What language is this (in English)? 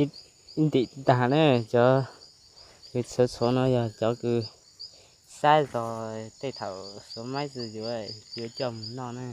Hmong